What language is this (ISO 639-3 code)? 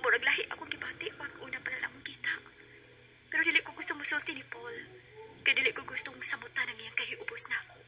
ceb